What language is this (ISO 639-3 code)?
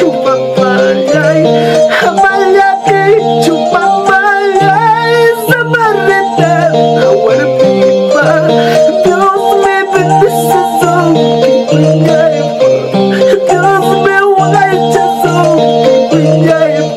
quy